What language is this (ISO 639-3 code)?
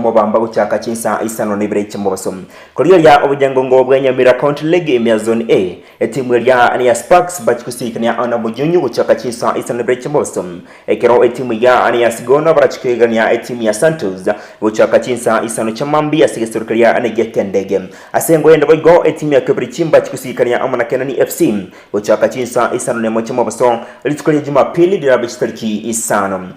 guz